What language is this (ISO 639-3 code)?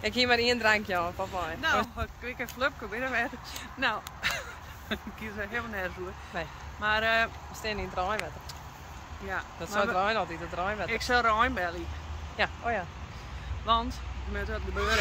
fry